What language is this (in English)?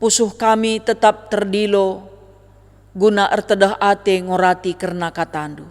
Batak Karo